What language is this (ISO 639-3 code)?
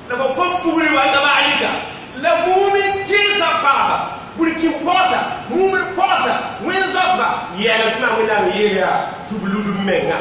mos